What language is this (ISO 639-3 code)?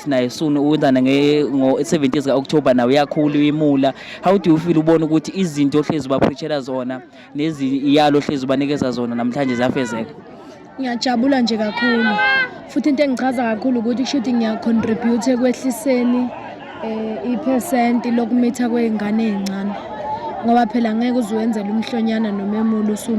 zul